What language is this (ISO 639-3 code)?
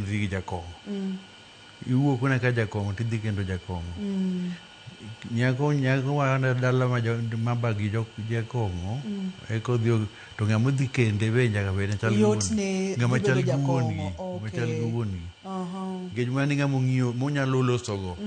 luo